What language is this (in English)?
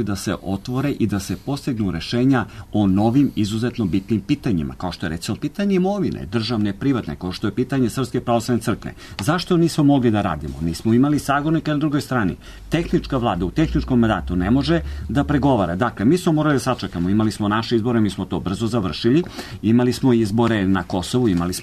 Serbian